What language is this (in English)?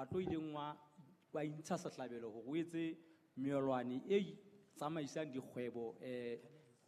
Southern Sotho